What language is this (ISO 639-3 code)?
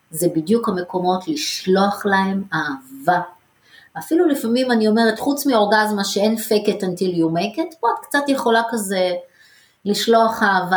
heb